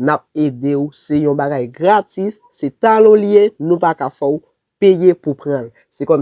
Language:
Haitian Creole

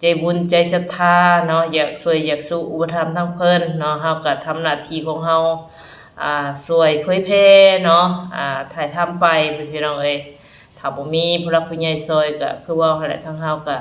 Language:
Northeastern Thai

